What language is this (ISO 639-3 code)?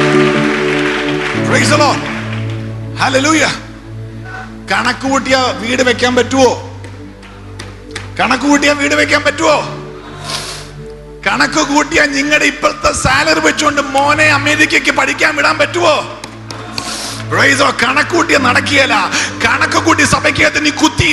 mal